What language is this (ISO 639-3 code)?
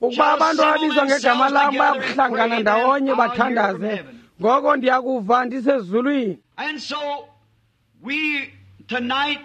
xho